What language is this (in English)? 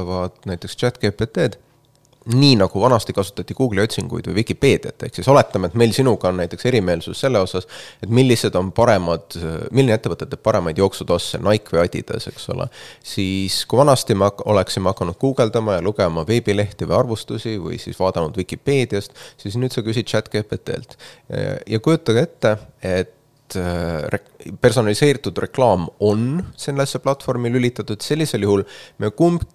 Estonian